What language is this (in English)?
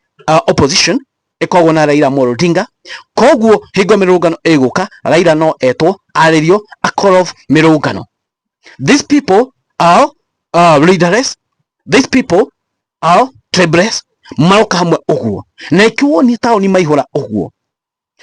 Kikuyu